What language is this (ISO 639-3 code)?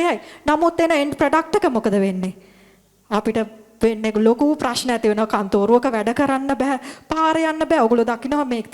sin